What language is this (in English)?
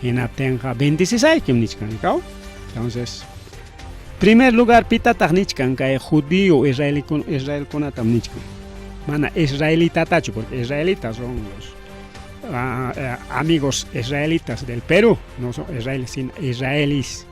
Ayacucho Quechua